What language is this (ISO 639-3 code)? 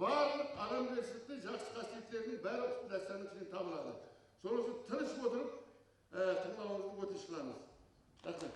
kaa